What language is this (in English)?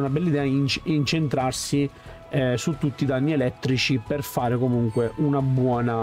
Italian